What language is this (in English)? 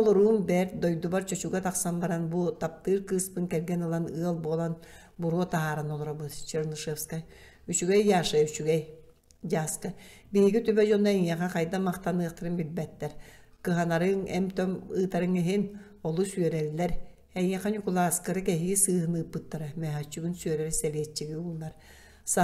Yakut